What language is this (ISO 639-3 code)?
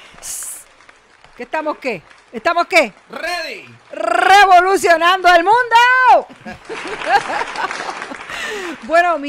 spa